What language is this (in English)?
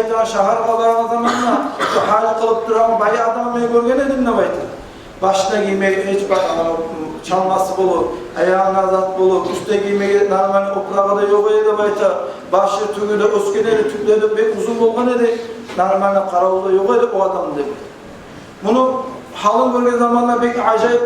Kumyk